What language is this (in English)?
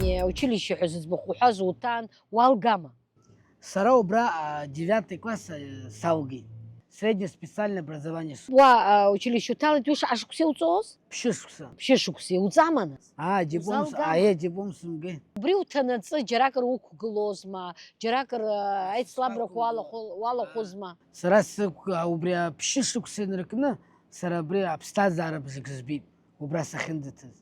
Abkhazian